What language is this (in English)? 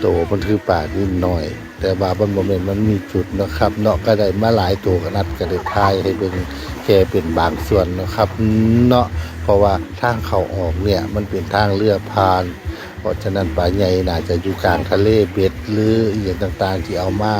Northeastern Thai